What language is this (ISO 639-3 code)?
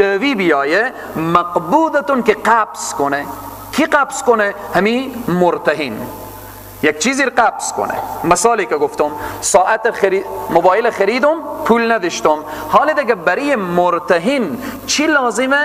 fas